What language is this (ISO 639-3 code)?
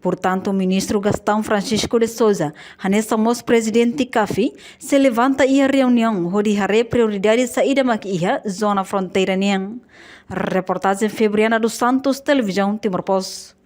tet